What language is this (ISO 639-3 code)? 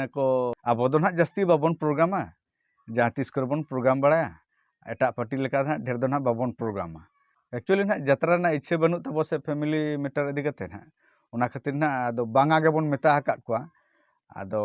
sat